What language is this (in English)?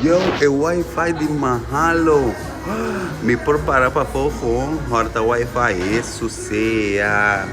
Papiamento